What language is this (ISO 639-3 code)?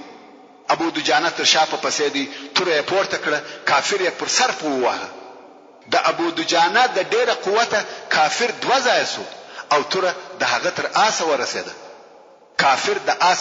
pus